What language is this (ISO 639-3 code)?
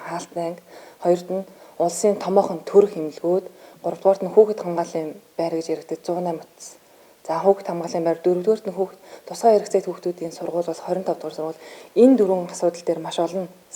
mon